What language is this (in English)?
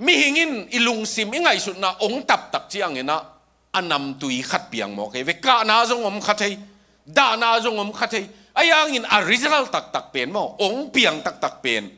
Tedim Chin